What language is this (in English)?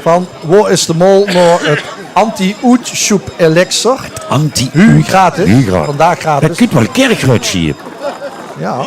Limburgish